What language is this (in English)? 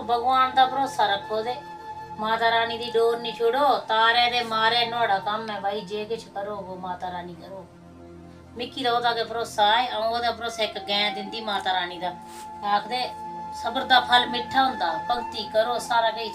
Dogri